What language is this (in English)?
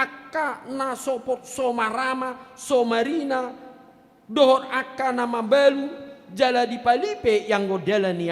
Batak Toba